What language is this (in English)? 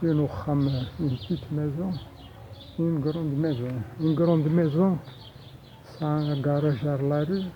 Kabyle